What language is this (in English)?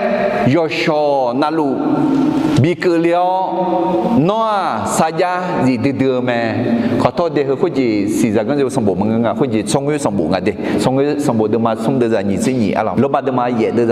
Akha